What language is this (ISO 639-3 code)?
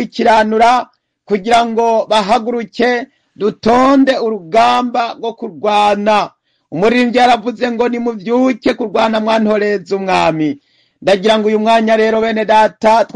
run